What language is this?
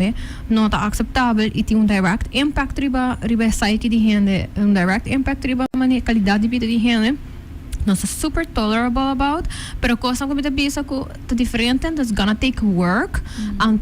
Papiamento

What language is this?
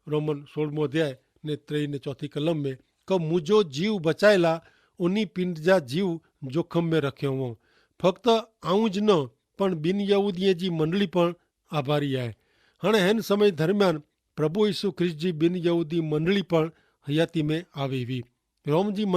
Kachhi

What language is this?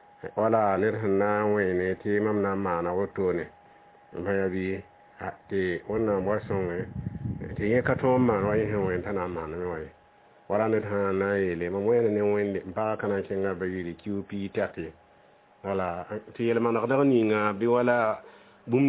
Mossi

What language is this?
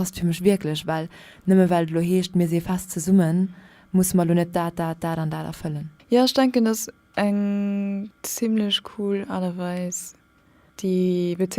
Luxembourgish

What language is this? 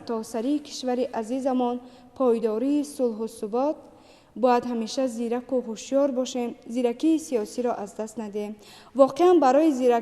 Tajik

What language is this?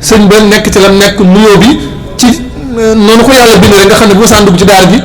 Wolof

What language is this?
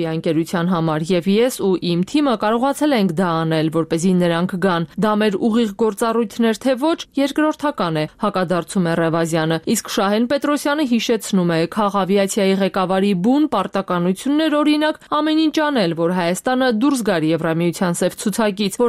Armenian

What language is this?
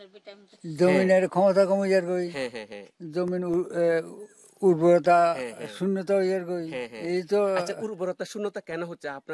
Bangla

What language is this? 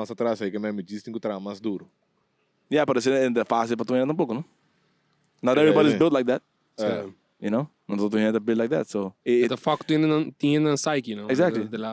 Papiamento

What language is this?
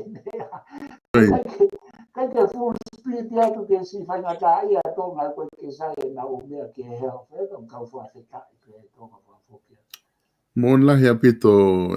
Tongan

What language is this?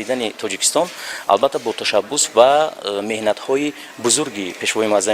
Tajik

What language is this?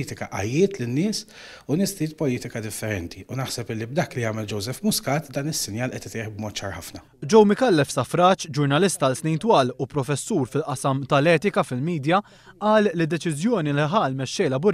Maltese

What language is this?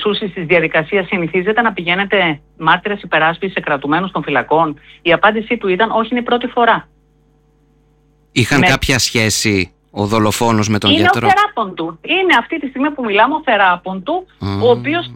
Greek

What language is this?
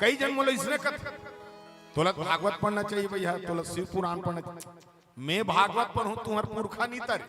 Chhattisgarhi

